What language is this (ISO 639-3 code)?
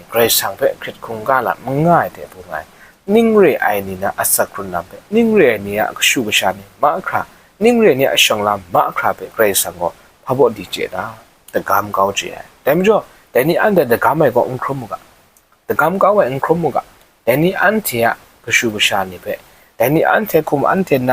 kac